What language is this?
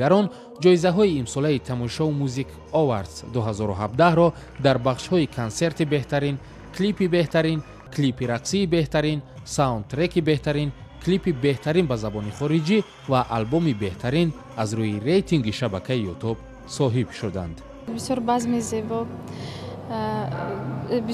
Tajik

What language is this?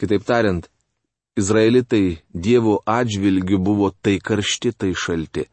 Lithuanian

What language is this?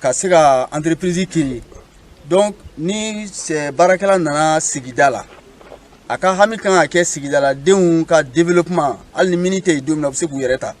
Bambara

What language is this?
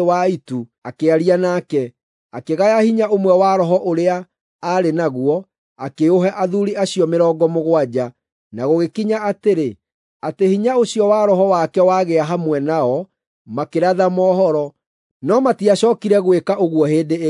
Kikuyu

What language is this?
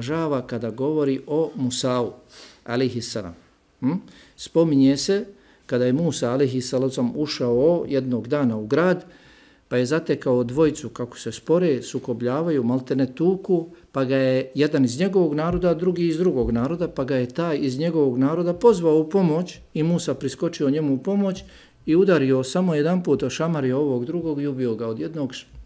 Bosnian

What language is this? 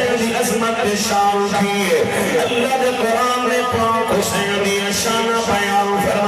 Saraiki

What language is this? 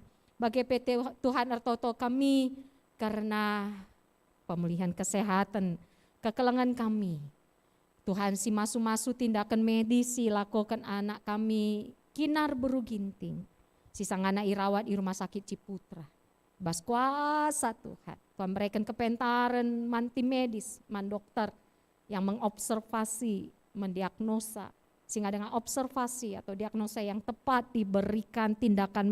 Batak Karo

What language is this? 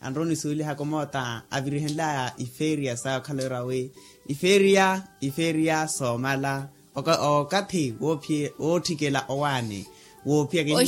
Makhuwa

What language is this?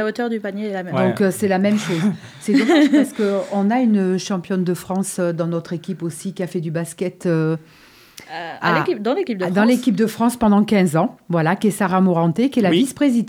French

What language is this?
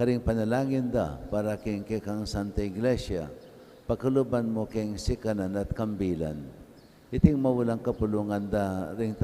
Pampanga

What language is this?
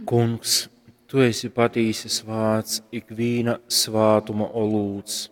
Latgalian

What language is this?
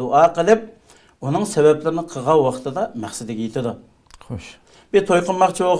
Uyghur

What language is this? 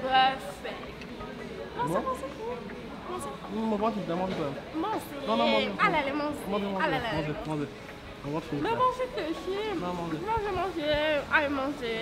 Morisyen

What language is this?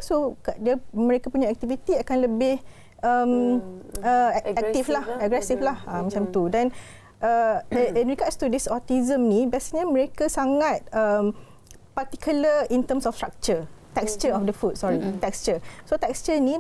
Malay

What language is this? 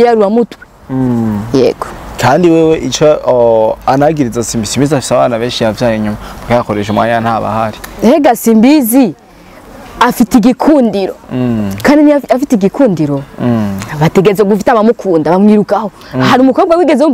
Rundi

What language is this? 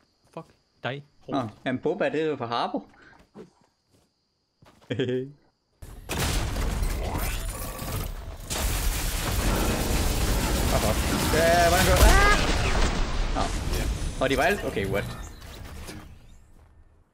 Danish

